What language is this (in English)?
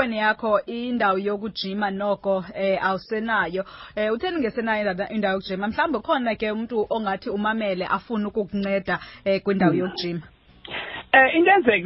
Xhosa